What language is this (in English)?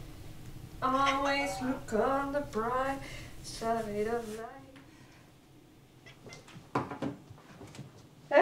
Dutch